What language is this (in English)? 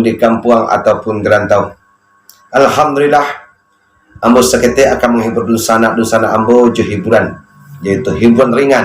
Minangkabau